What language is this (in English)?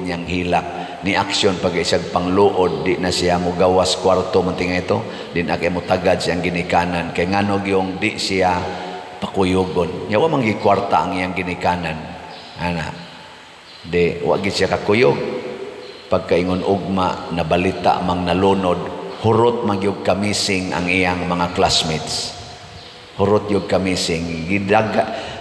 Cebuano